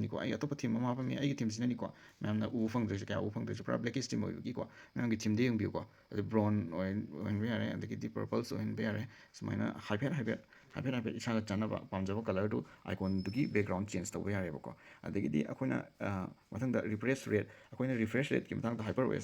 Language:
Manipuri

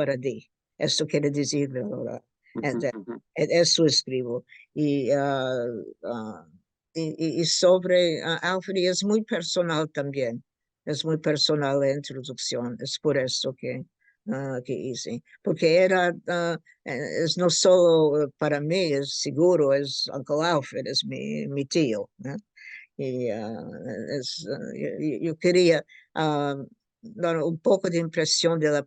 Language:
Ladino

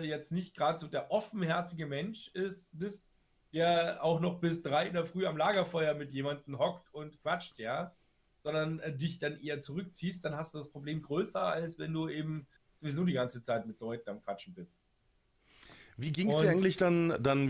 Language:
German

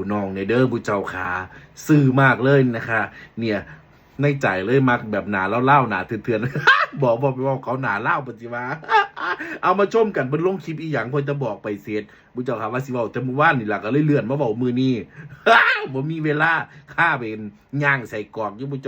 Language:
Northeastern Thai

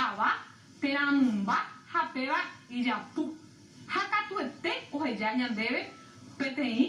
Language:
Guarani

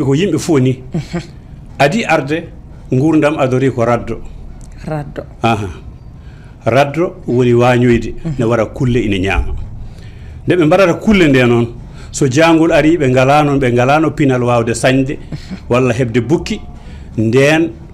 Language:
Fula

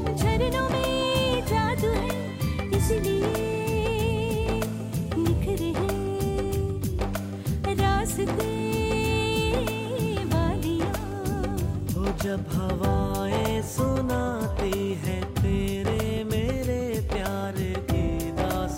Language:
Hindi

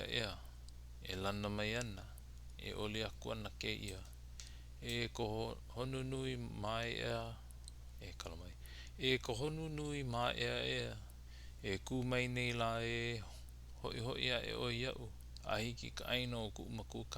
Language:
Hawaiian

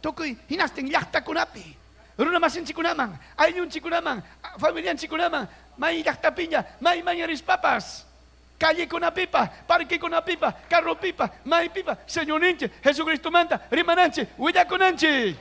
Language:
Ayacucho Quechua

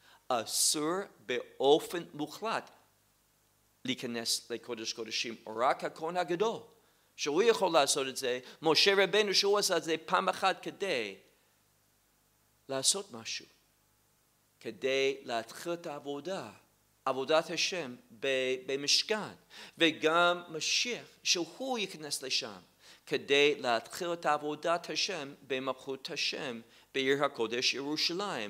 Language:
Hebrew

